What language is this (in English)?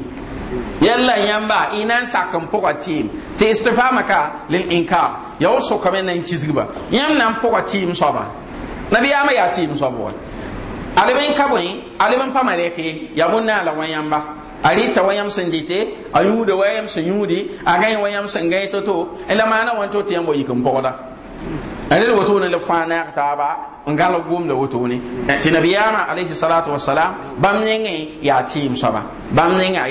Mossi